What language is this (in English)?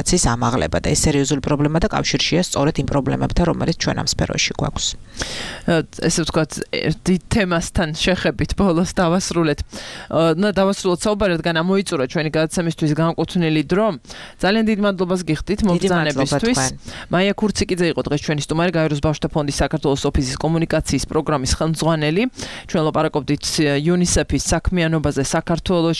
Georgian